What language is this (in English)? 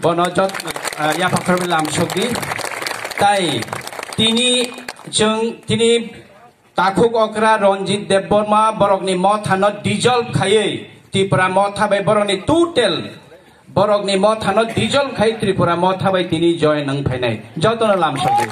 Kok Borok